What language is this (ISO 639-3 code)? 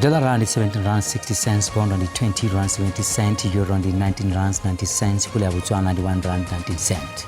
ven